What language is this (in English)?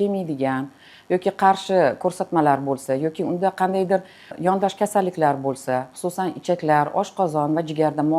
Uzbek